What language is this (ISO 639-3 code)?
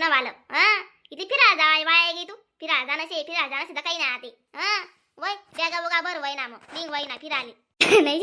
khn